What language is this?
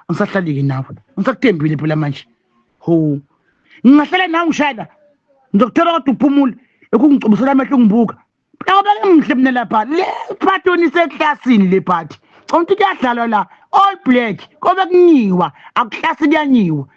Zulu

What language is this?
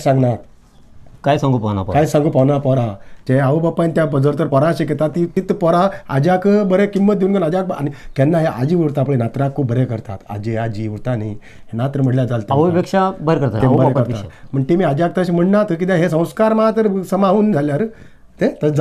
Konkani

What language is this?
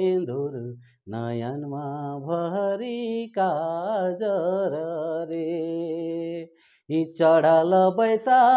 Sadri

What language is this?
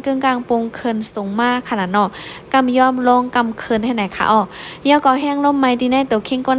Shan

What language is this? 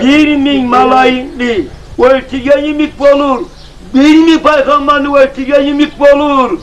Kumyk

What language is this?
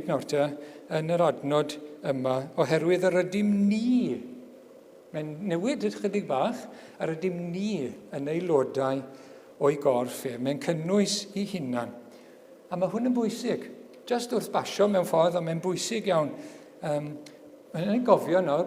Welsh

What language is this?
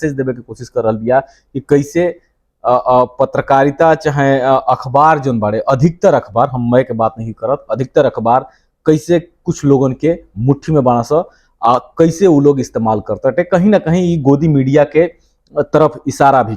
Bhojpuri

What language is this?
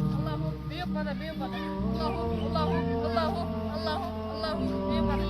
Divehi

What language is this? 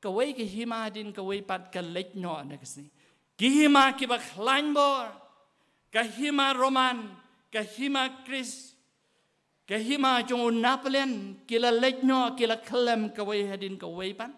Khasi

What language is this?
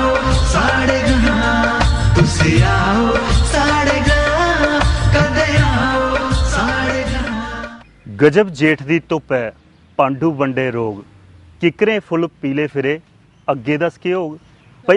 Dogri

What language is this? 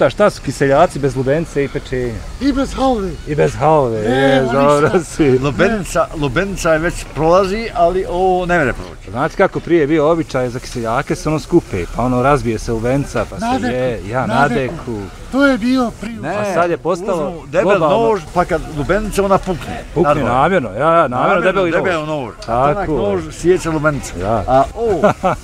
Bosnian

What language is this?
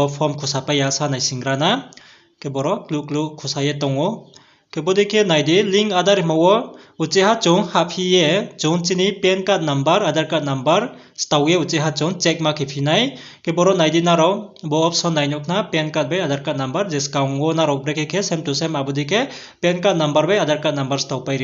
Riang (India)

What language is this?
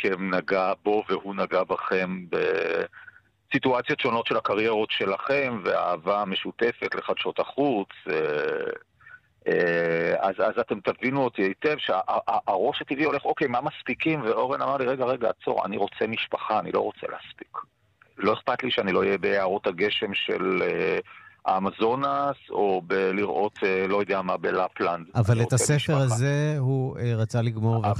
Hebrew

